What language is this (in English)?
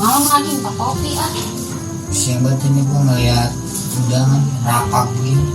Betawi